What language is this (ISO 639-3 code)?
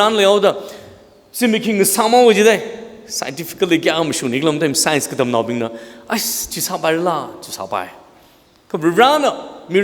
nmf